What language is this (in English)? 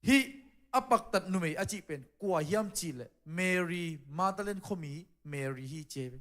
Tedim Chin